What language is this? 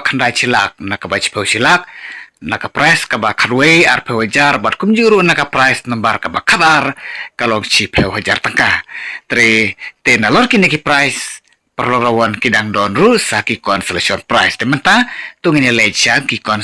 Khasi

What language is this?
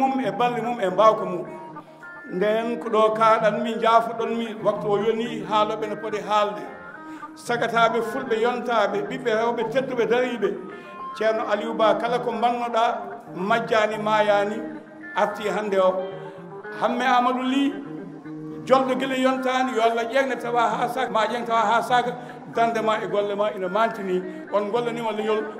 Fula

